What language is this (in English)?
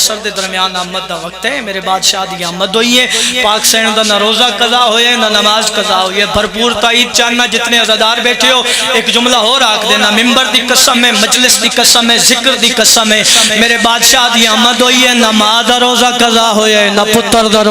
Pahari-Potwari